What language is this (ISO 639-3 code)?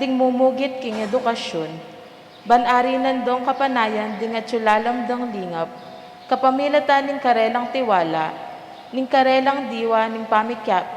pam